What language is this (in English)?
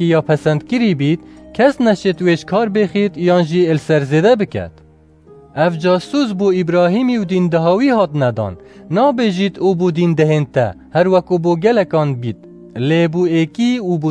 Kurdish